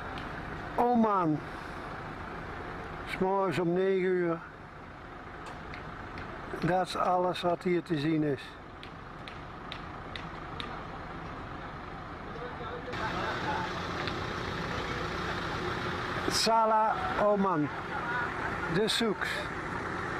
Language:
Dutch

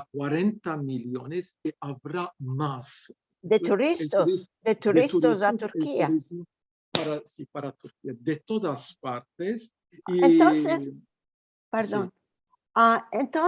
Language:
Ladino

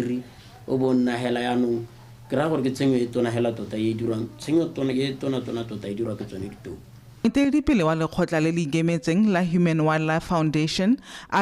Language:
Tswana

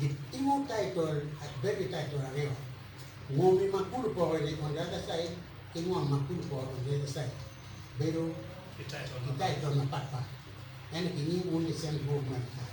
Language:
Acoli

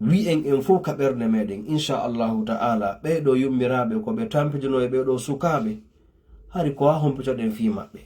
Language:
Fula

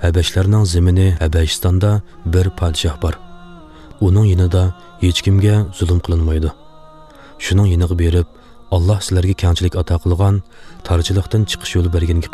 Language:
Uyghur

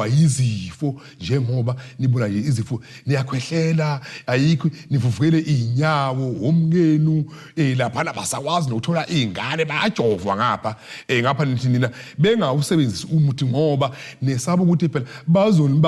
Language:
Zulu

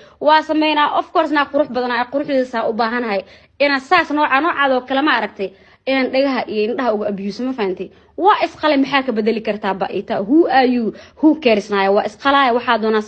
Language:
Somali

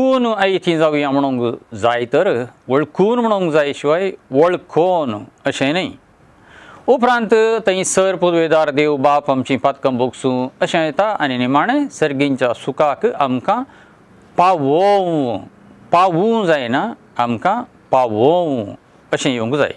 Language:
Konkani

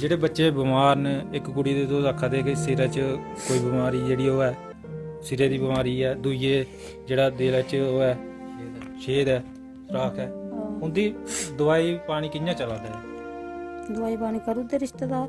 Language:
Dogri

